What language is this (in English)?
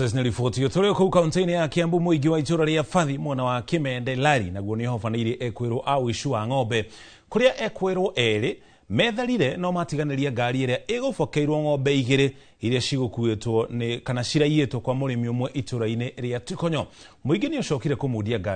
Kikuyu